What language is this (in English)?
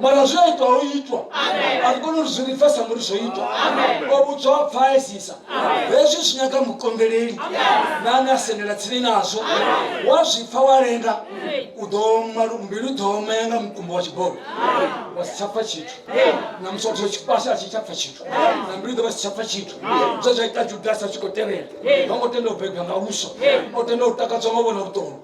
Venda